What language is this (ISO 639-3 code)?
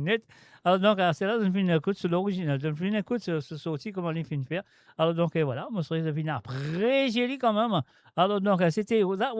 mfe